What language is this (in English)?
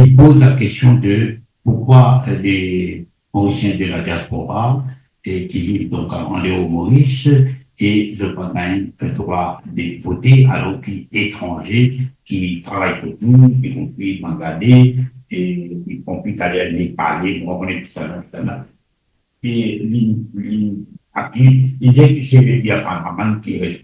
Morisyen